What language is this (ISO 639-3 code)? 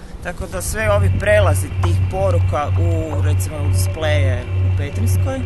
hrv